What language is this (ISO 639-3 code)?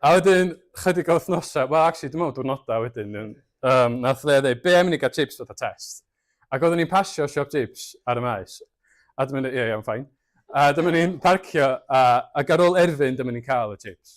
cym